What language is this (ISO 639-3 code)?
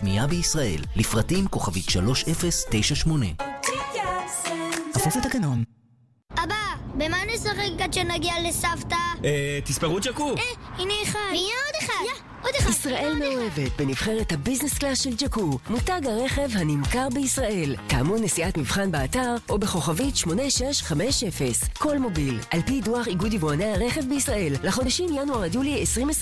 heb